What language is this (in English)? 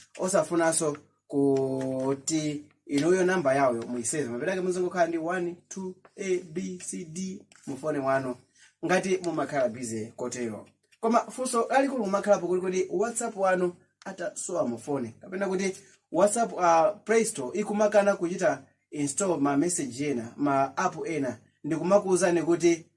Nyanja